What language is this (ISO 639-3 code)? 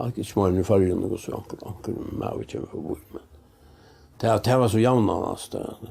fao